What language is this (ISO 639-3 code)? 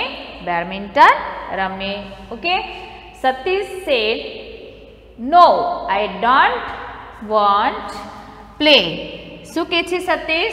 guj